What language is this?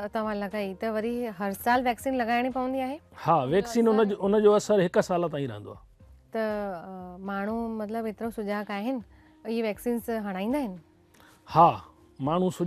Sindhi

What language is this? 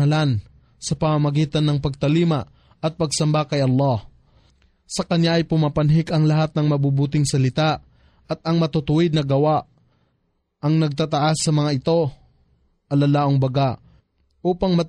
Filipino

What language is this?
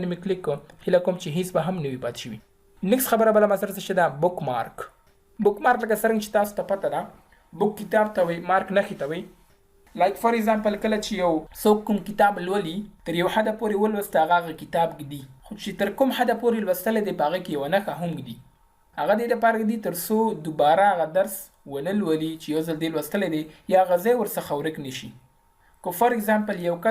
Pashto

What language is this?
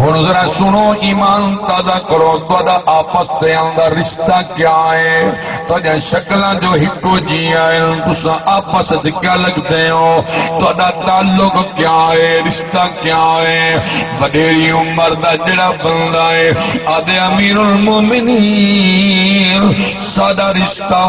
Saraiki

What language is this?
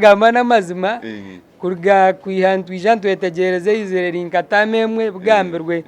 Nyankole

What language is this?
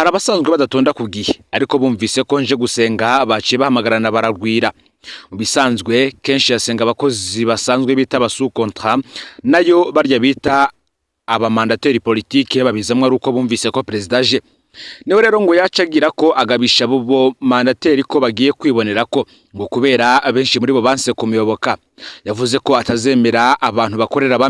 Rundi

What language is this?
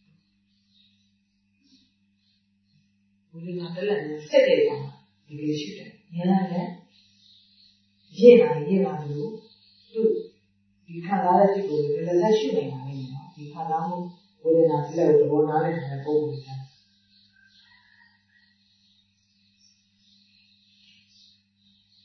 Burmese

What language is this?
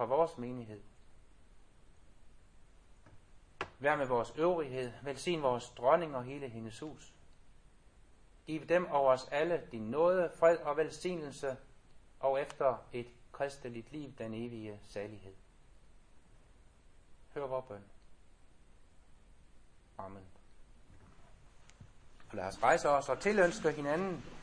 Danish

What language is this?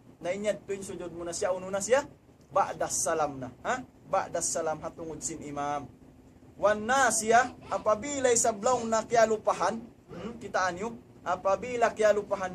Tausug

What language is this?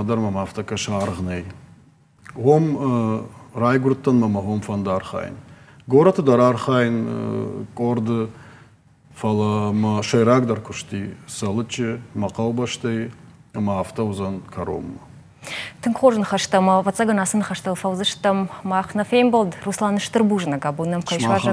Ossetic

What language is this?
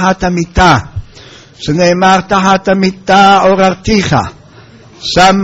Hebrew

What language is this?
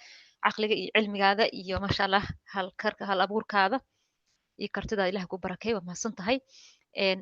Somali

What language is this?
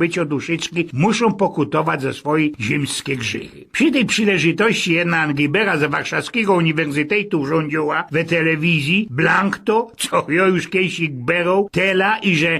Silesian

